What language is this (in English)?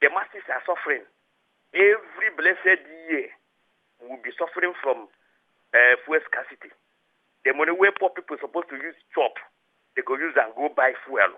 Nigerian Pidgin